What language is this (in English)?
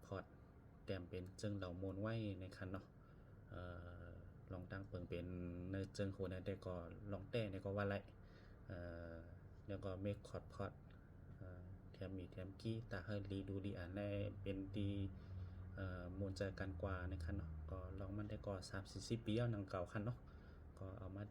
Shan